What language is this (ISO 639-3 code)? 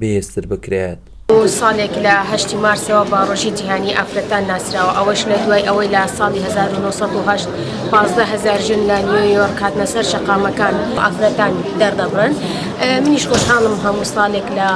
ckb